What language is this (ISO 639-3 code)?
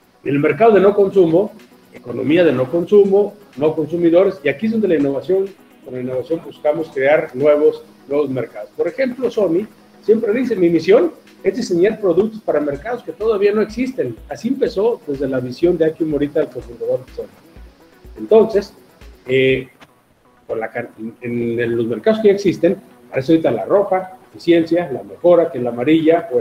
spa